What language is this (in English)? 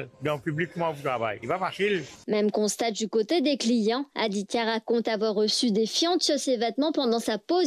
Morisyen